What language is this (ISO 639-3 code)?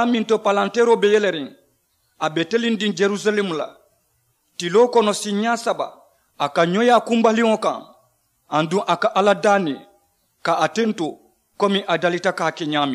man